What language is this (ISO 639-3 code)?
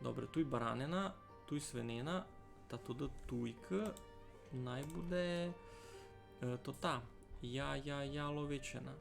rue